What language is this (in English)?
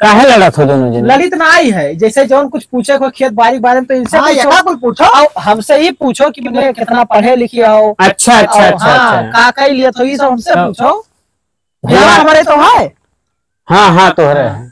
Awadhi